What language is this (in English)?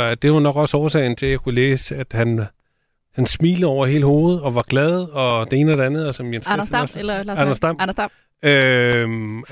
Danish